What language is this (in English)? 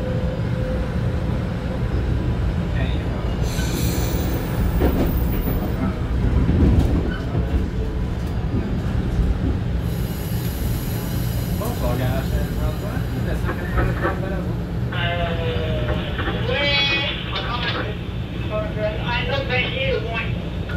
French